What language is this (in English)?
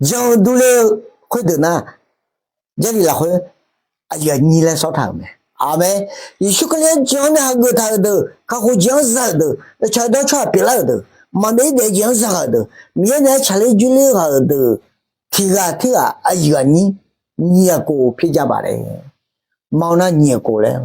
Akha